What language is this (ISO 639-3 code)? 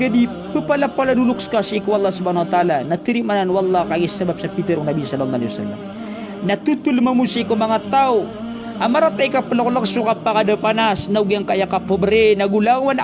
mrw